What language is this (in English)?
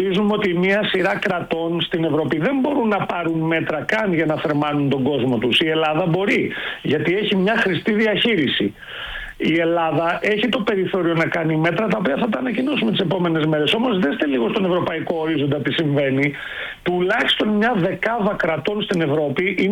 Greek